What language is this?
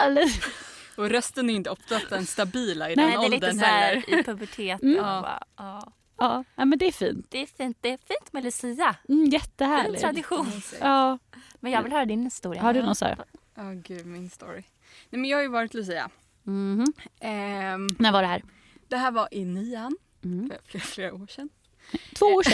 Swedish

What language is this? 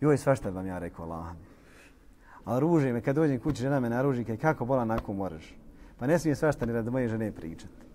Bosnian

